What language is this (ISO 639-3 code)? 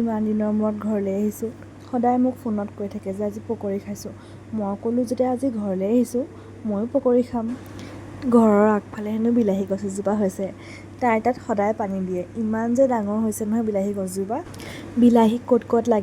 asm